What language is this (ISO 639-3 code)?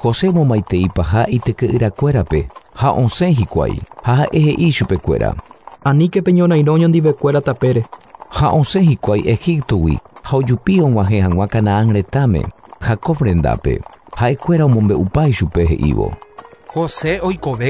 grn